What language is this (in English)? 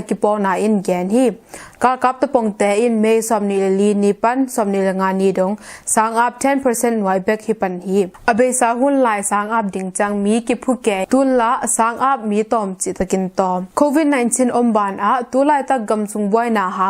Tedim Chin